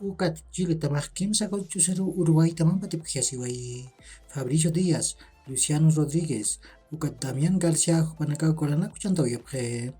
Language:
Aymara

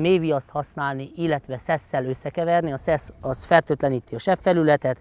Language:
Hungarian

